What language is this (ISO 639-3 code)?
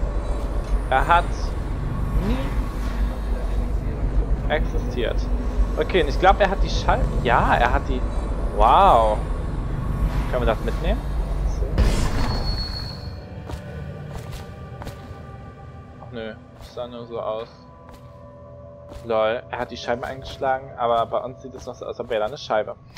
deu